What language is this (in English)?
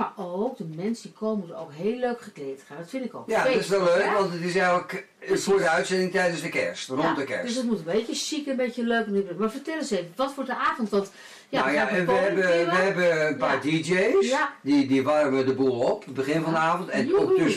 Dutch